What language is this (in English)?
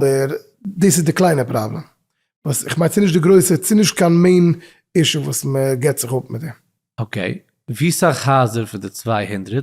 Yiddish